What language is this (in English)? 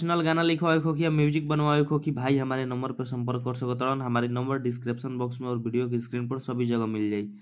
Bhojpuri